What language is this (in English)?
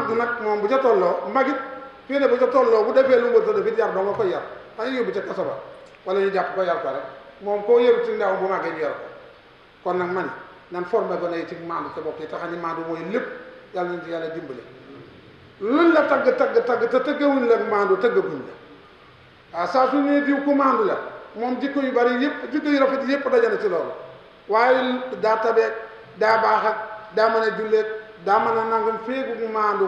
Wolof